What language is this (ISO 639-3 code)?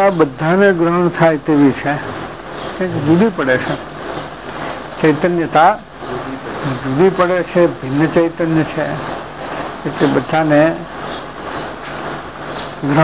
guj